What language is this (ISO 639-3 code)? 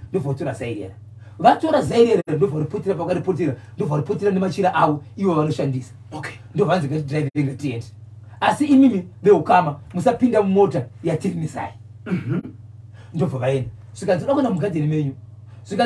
sna